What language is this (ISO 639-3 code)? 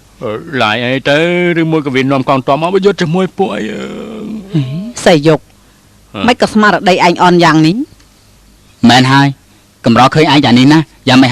khm